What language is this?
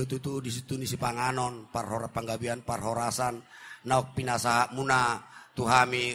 Batak Toba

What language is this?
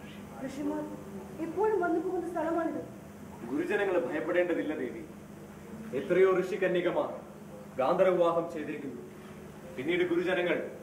Malayalam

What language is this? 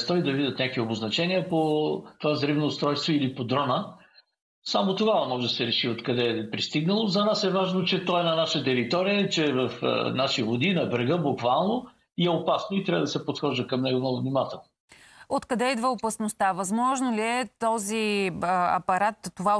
Bulgarian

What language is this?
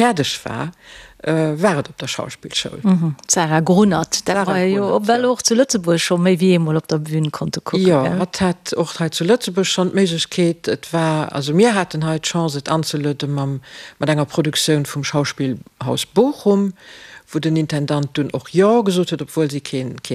Luxembourgish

